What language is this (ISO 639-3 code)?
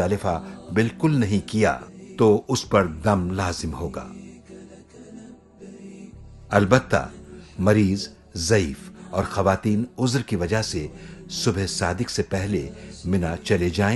urd